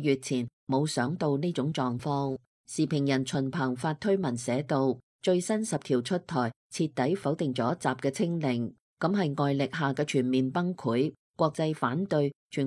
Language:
Cantonese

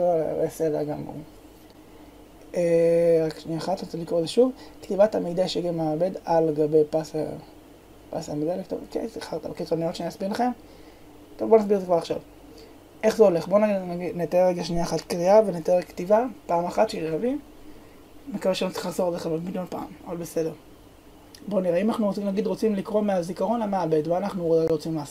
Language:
Hebrew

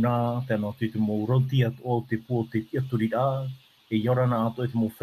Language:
Tahitian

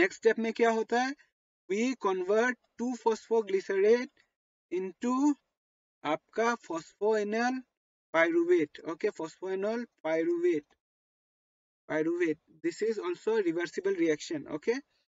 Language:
Hindi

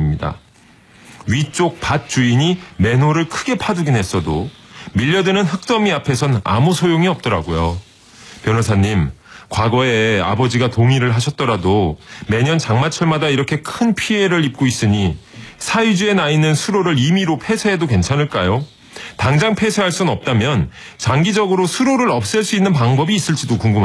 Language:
Korean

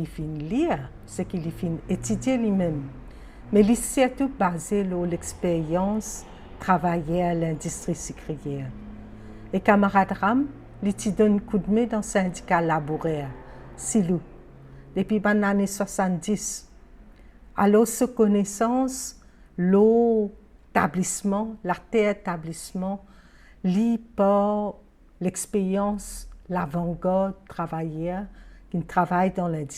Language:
Morisyen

